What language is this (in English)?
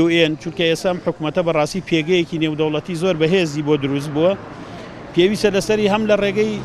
Central Kurdish